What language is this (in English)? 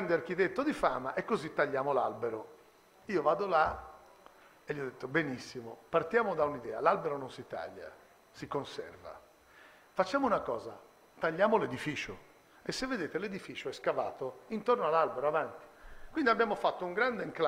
Italian